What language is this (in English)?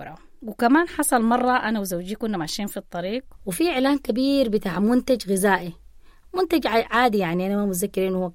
Sudanese Arabic